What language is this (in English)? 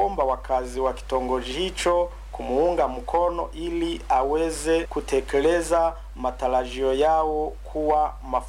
Swahili